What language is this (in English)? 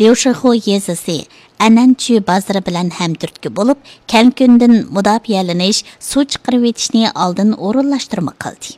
Uyghur